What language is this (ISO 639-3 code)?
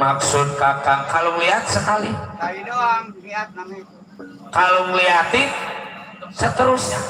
bew